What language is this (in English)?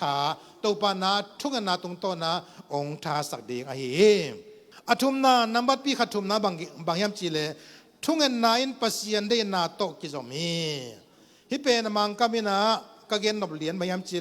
Tedim Chin